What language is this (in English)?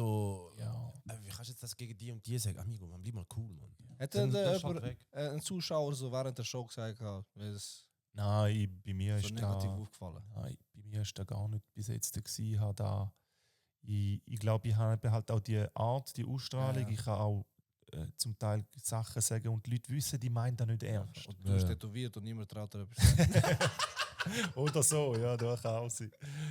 Swiss German